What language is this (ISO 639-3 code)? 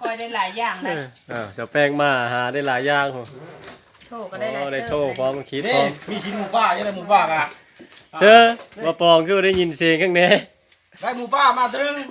lao